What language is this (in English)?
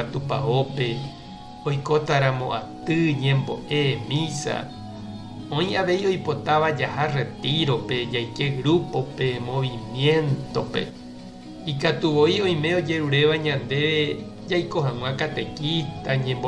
Guarani